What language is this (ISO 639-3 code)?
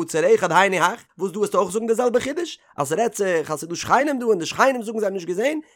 yid